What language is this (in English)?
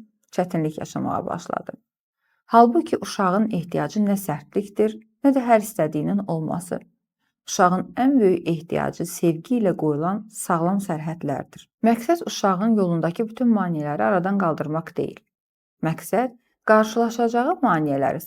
Azerbaijani